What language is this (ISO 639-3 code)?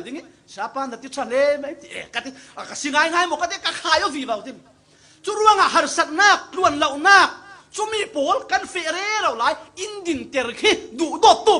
cfm